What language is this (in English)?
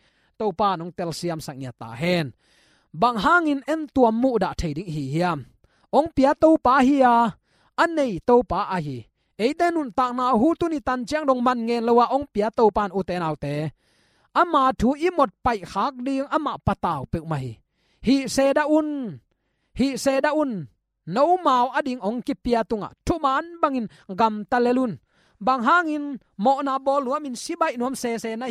Tedim Chin